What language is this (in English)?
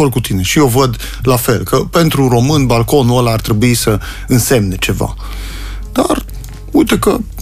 Romanian